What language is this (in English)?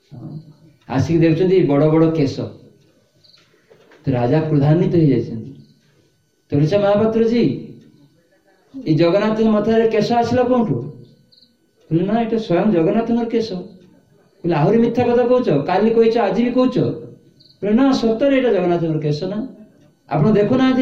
Odia